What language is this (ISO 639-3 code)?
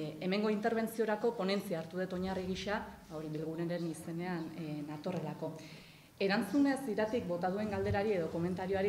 eus